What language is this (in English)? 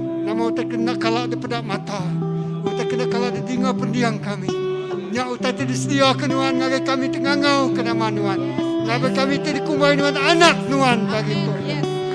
Iban